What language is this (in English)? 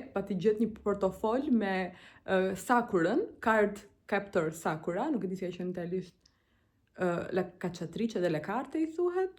Albanian